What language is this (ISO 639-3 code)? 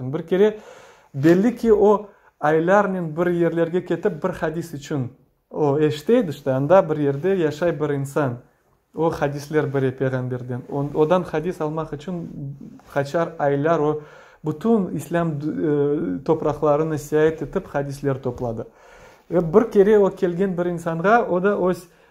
crh